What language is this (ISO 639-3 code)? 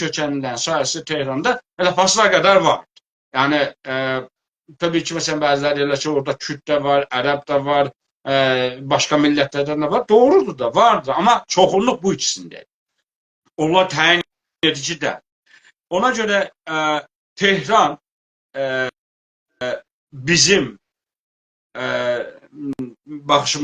azb